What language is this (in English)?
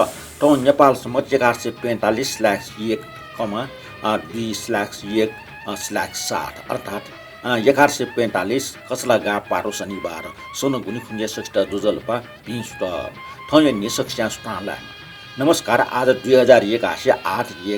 Newari